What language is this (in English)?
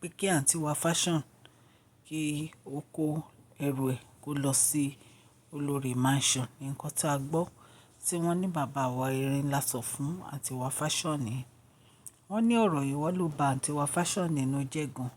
Yoruba